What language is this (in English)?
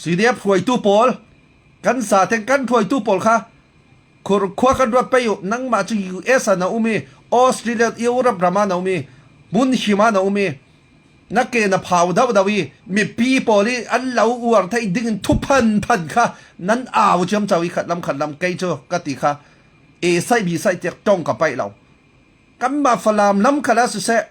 Falam Chin